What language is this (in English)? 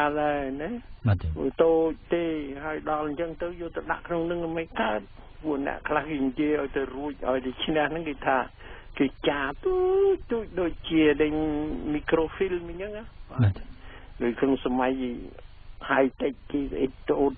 Khmer